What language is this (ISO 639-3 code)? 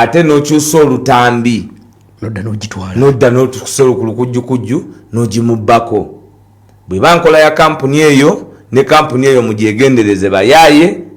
lug